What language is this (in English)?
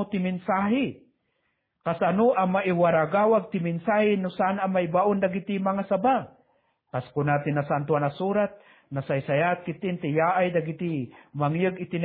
Iloko